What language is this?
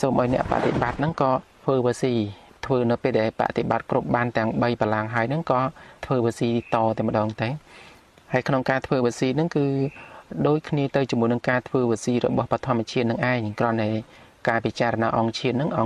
Khmer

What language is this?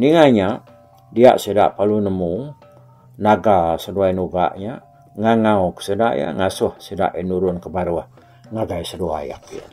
Iban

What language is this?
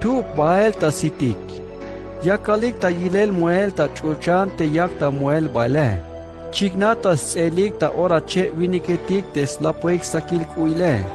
Tzeltal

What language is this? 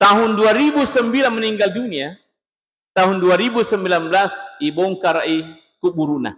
Buginese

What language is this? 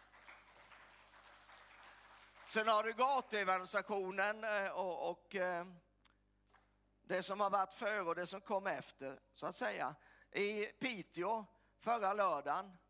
Swedish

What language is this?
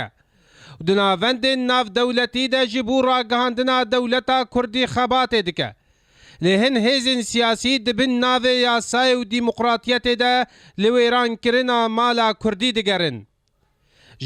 Kurdish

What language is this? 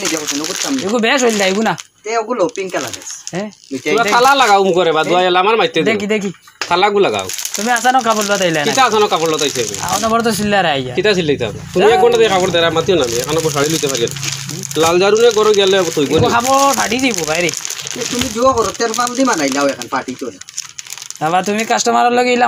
Sylheti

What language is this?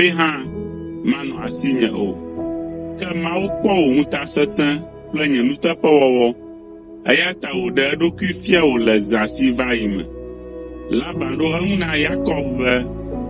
Ewe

